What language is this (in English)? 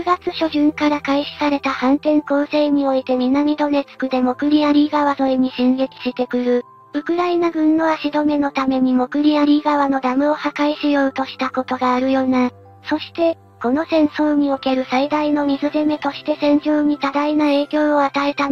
Japanese